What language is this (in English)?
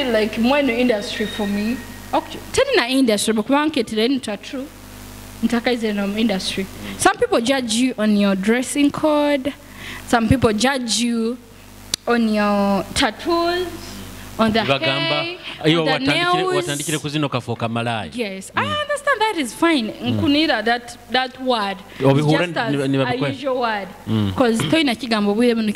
Nyoro